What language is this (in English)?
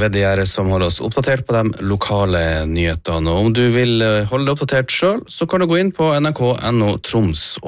Norwegian